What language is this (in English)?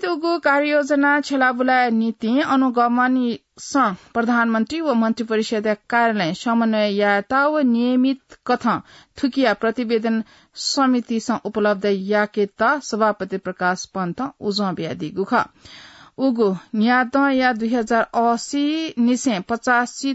Newari